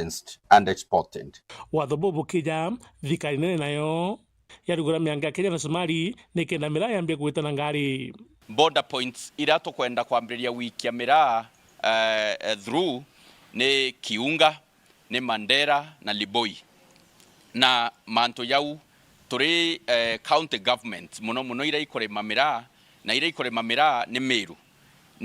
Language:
Meru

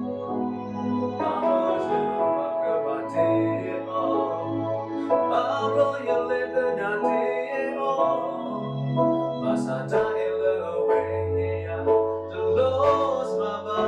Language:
S'gaw Karen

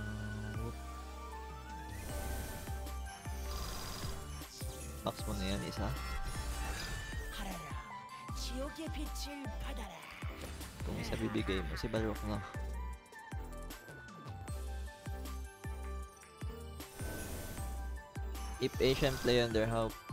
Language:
Filipino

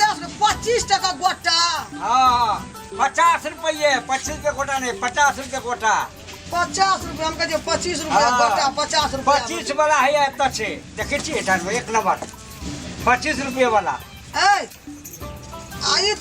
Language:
Maithili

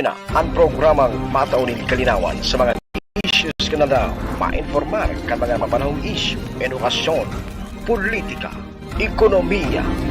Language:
Bikol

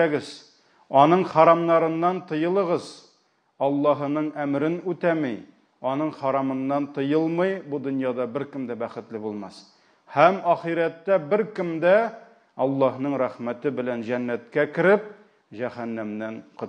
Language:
Tatar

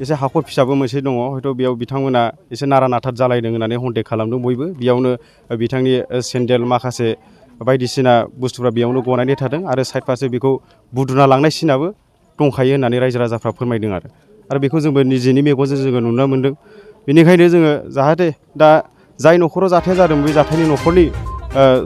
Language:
Bodo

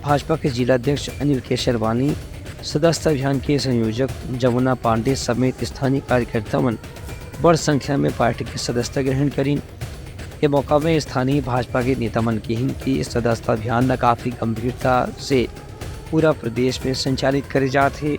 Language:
Chhattisgarhi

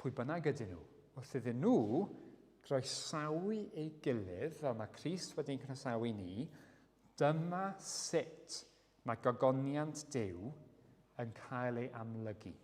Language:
Welsh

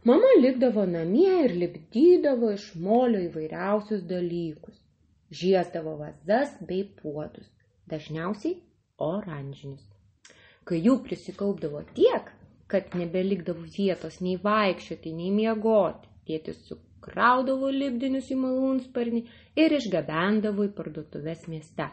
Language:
Lithuanian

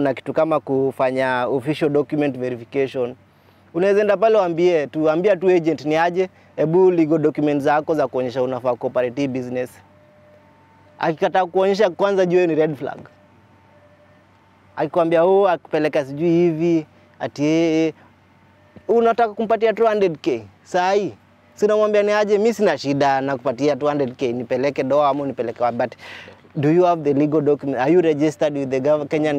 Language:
Swahili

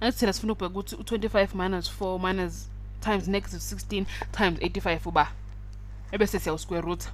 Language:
Zulu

